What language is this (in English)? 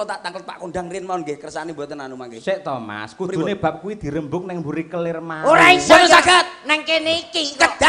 Javanese